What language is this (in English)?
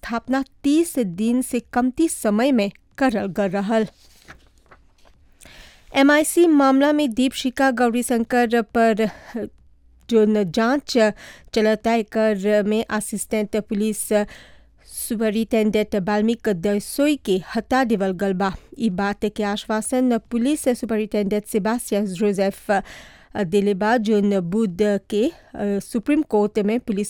Bhojpuri